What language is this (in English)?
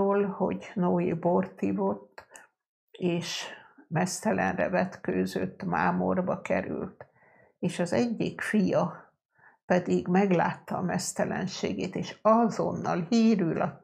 Hungarian